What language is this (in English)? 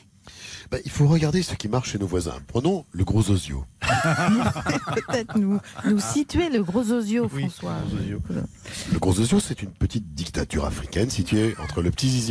French